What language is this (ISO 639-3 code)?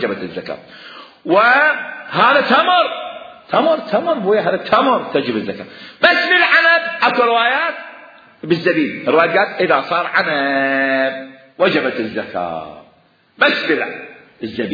acm